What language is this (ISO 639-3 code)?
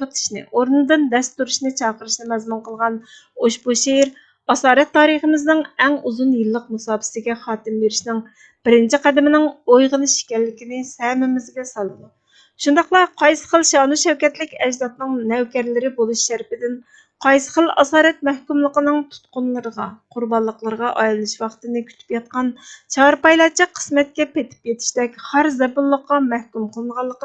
uig